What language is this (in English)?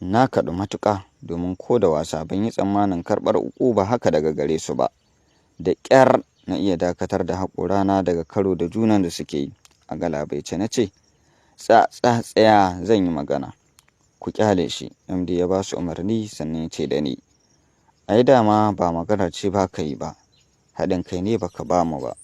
Hausa